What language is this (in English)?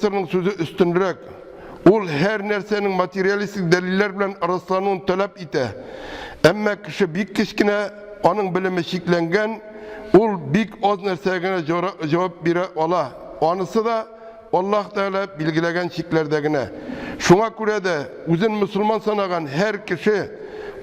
Tatar